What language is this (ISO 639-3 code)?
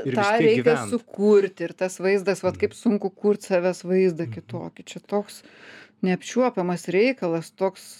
lit